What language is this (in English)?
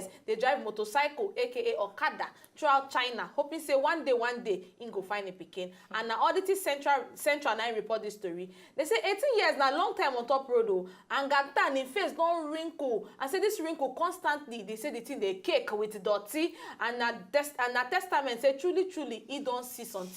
Nigerian Pidgin